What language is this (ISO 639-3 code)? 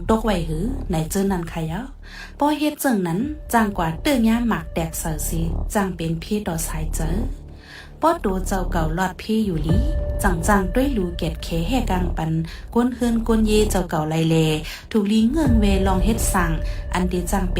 shn